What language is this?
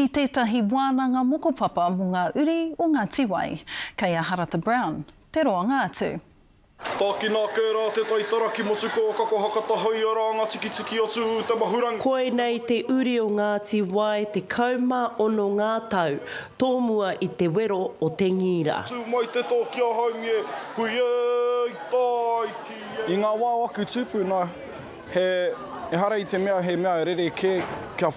Māori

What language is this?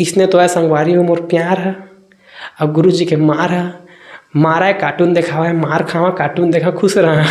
Chhattisgarhi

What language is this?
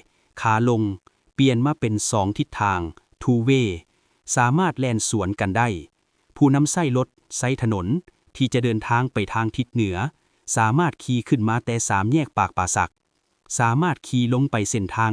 Lao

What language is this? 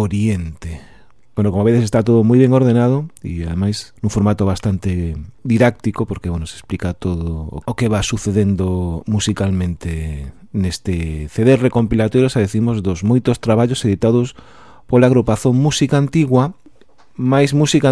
Galician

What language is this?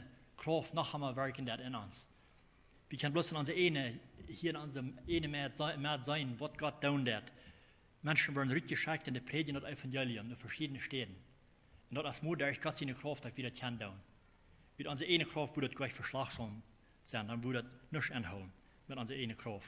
Plautdietsch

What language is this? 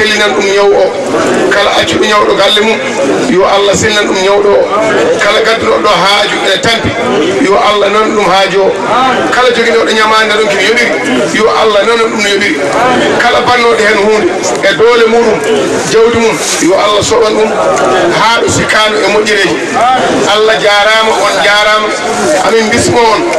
Fula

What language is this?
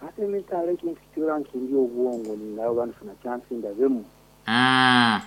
Nyoro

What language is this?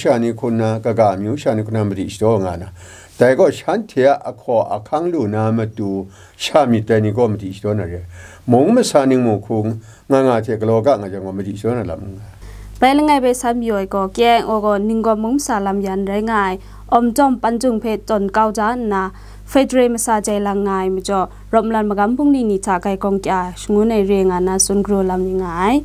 Kachin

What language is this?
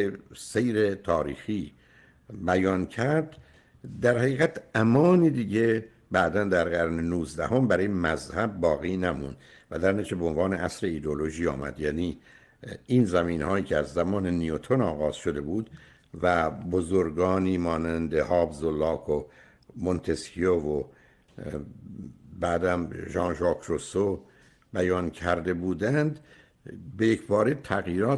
Persian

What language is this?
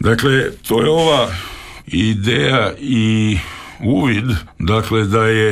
Croatian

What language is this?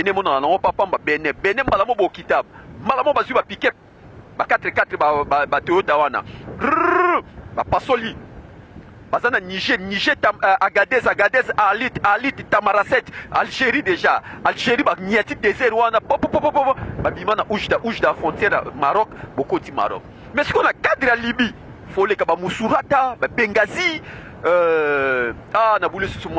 Lingala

